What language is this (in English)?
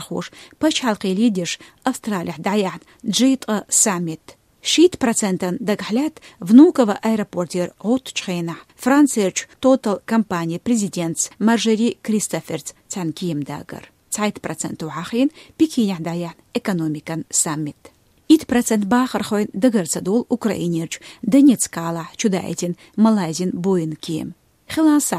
Chechen